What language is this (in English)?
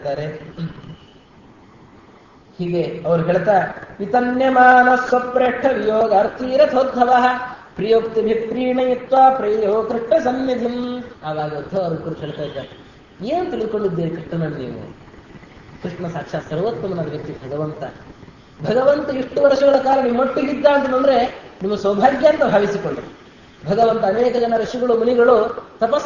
Kannada